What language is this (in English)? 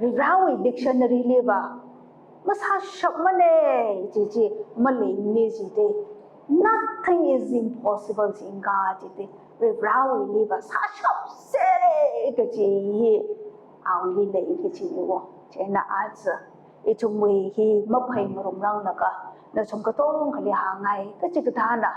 Tangkhul Naga (India)